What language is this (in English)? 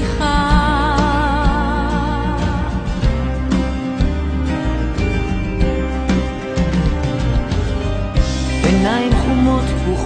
Hebrew